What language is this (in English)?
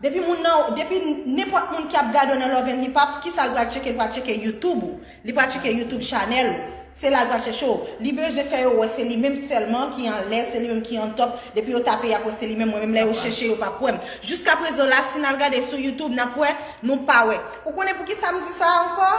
Haitian Creole